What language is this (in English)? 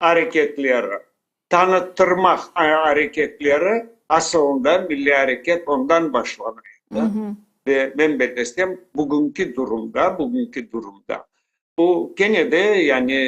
Crimean Tatar